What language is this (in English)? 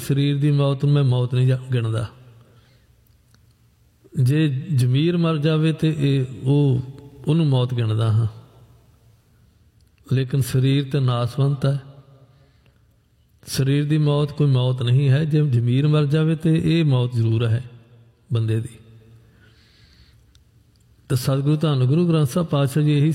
Punjabi